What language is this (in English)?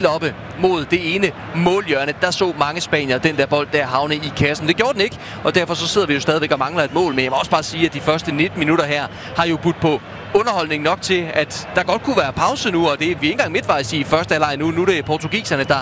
Danish